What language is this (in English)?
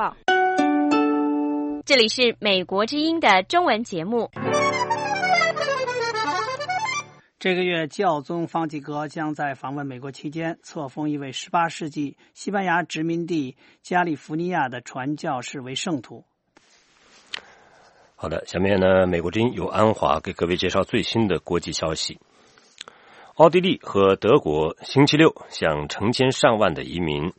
Chinese